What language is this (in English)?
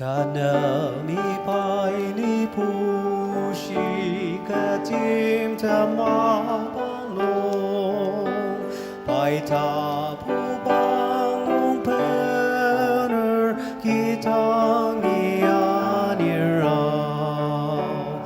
Ao Naga